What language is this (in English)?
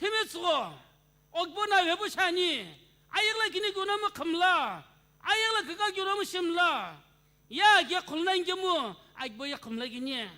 Sumi Naga